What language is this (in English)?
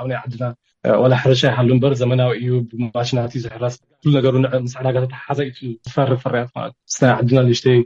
Tigrinya